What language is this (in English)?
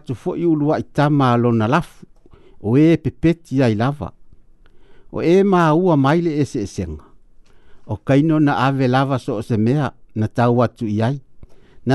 Samoan